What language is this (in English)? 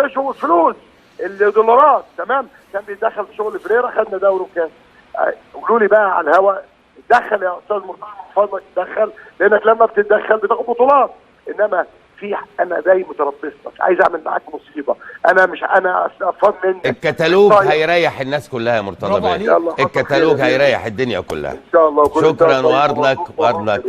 Egyptian Arabic